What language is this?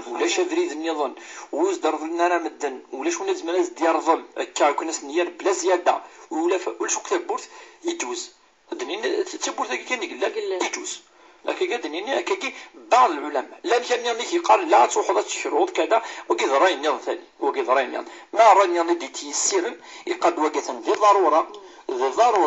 Kabyle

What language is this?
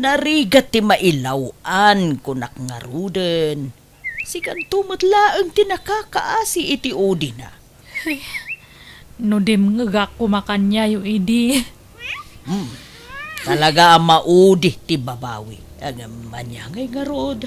Iloko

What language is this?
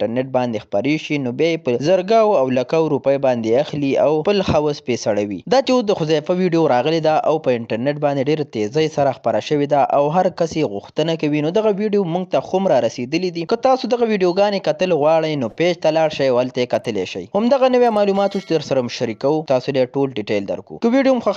Pashto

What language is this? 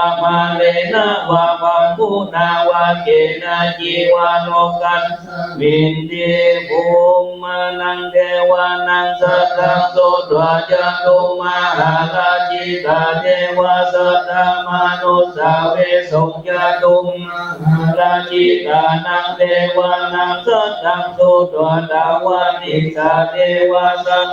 Pali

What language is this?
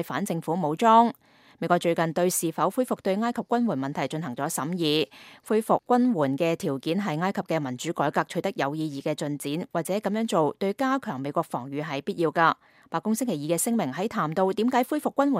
Cantonese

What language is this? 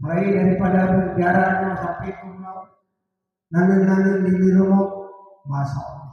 Achinese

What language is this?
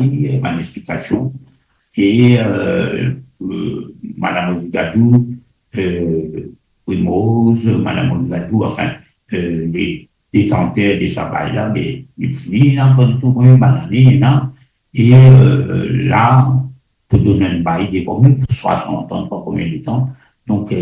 Morisyen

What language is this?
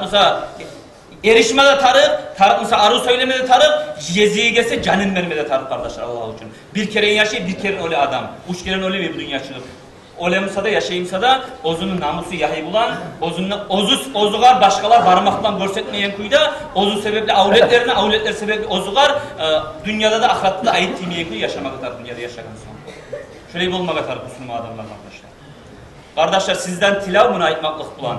Kumyk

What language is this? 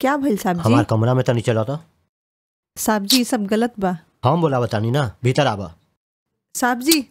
Bhojpuri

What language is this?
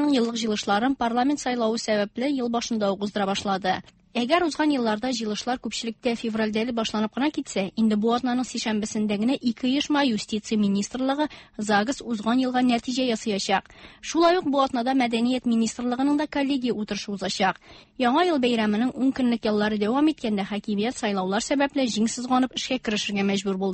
Tatar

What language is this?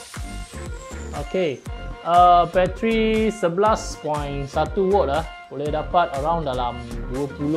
Malay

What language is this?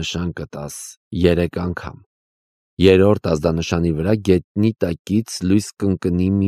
Armenian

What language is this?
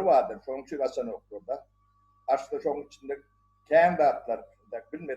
Turkmen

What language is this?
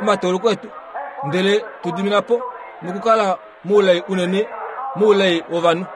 Kuanyama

